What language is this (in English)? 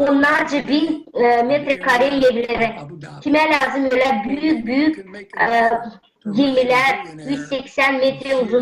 Gagauz